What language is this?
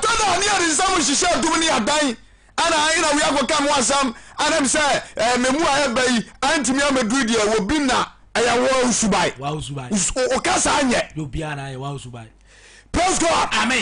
Akan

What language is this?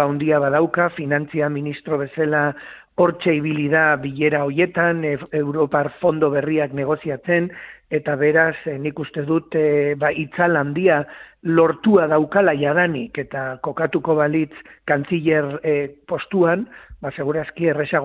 Basque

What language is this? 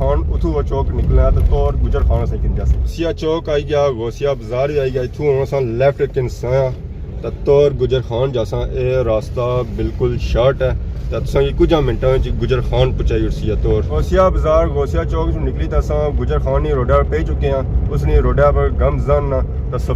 Pahari-Potwari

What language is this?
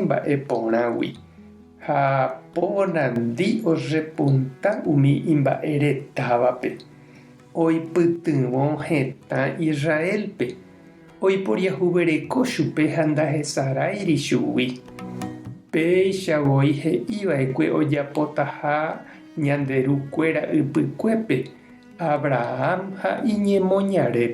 Guarani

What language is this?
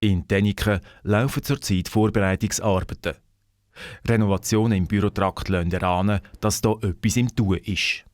Swiss German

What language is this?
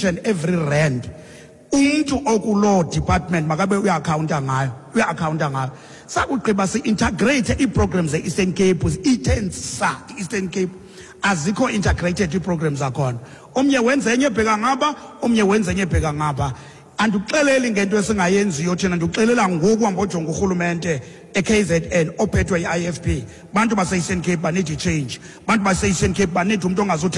Xhosa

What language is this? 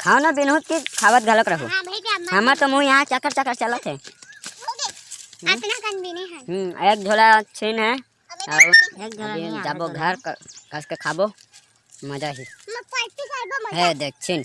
Chhattisgarhi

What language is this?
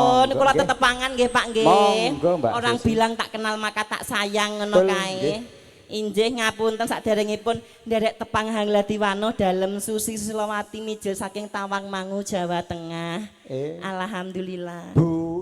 Javanese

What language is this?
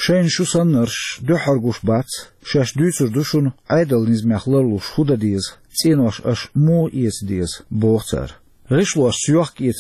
Chechen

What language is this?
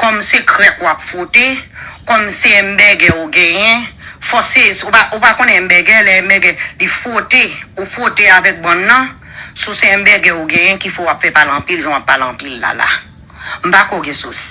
Haitian Creole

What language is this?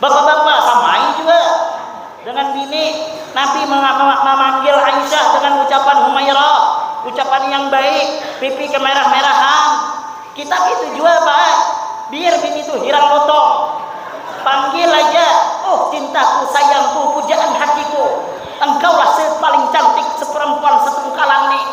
Banjar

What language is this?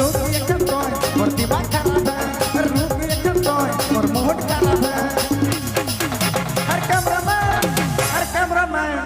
Sadri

